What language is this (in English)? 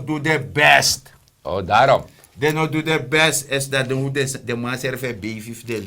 Sranan Tongo